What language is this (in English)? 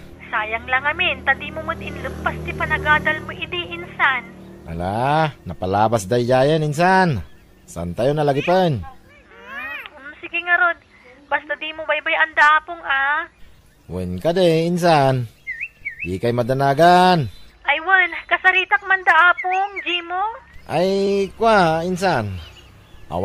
Iloko